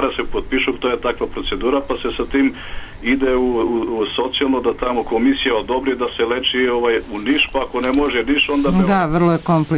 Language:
Serbian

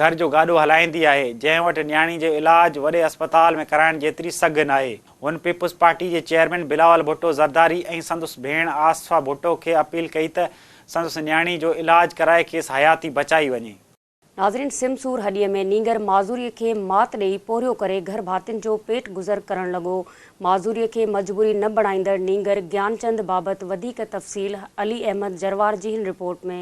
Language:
Sindhi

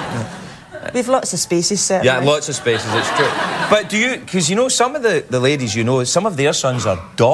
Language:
English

